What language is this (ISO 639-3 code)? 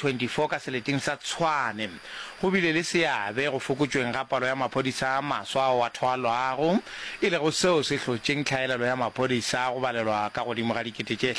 nso